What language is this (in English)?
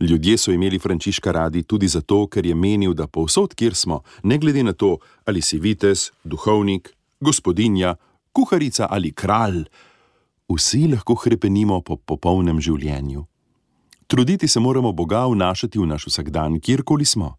Slovenian